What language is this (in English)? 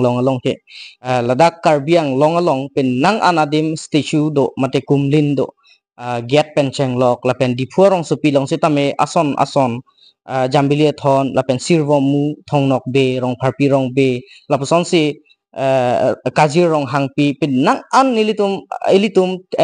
Karbi